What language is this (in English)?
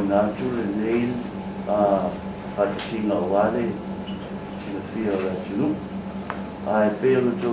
Samoan